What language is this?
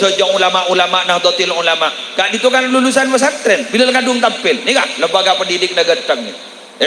Madurese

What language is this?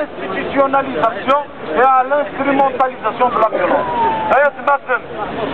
Kabyle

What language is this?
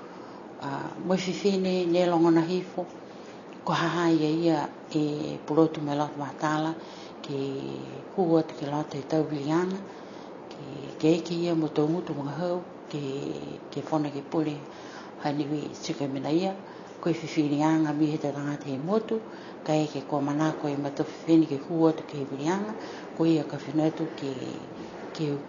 Niuean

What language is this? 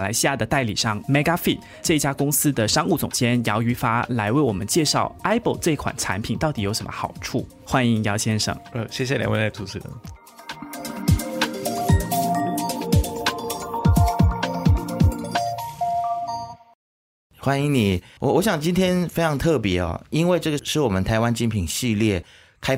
Chinese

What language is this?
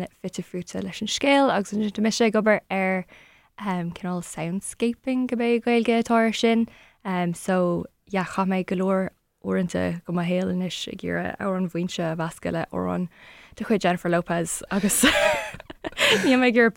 Irish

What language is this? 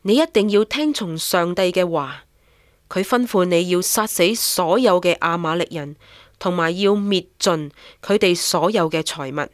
Cantonese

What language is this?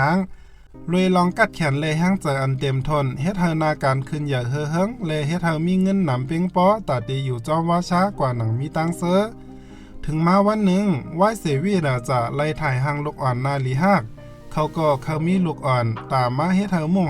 Shan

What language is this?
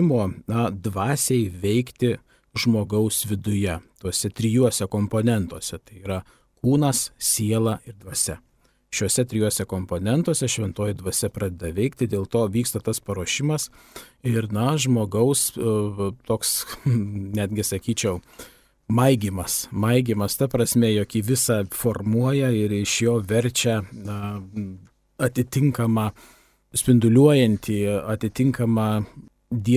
Lithuanian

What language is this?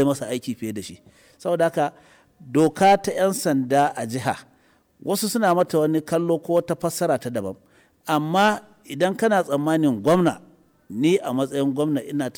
Hausa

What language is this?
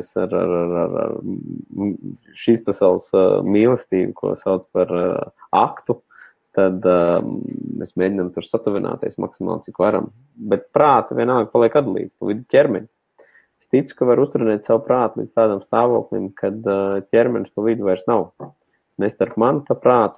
Latvian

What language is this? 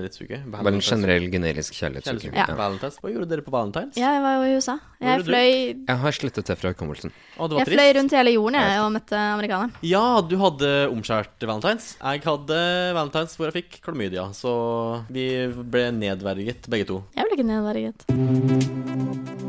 Norwegian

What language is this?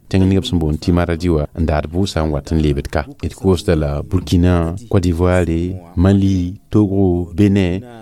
Mossi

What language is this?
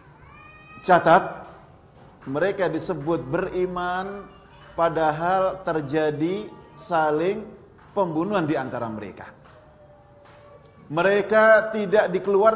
Indonesian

